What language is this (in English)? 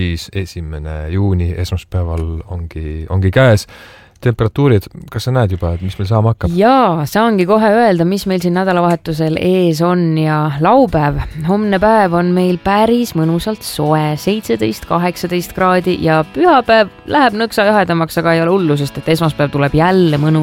Estonian